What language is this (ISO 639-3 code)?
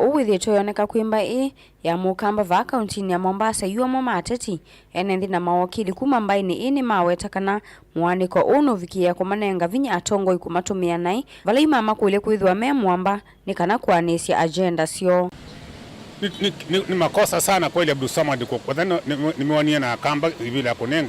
kam